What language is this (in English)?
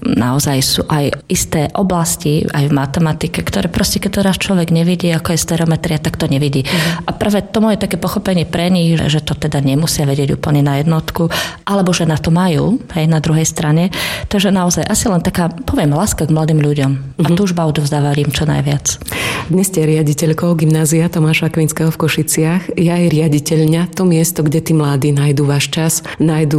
Slovak